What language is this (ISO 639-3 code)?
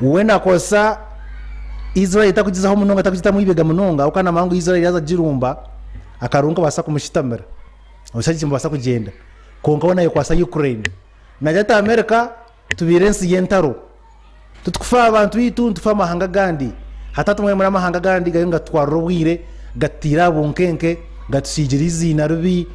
nyn